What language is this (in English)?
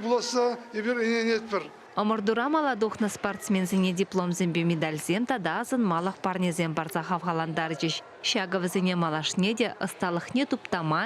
Chuvash